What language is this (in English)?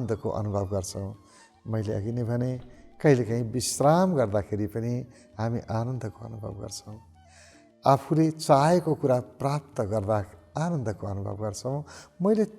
Nepali